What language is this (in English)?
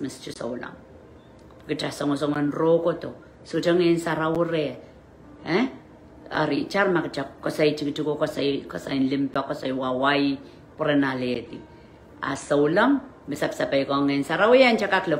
Pohnpeian